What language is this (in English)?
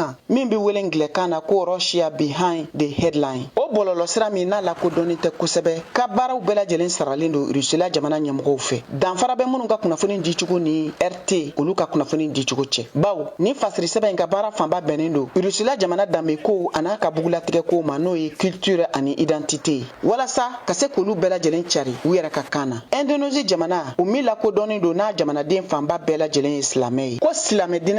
Bambara